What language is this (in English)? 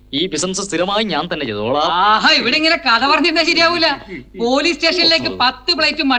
Malayalam